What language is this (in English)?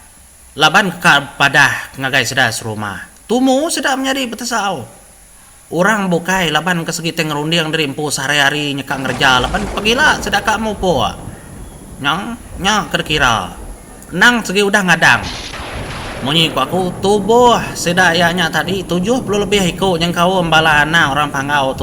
Iban